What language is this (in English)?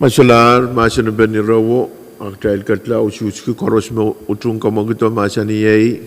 Pohnpeian